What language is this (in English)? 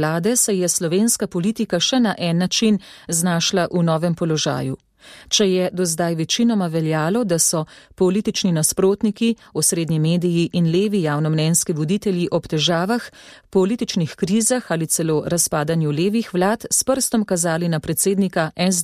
Slovenian